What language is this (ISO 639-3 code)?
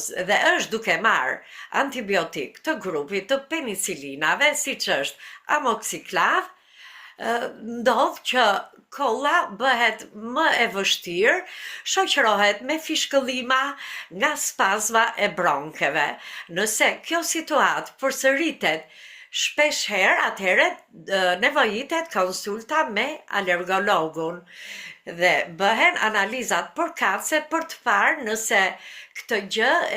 sqi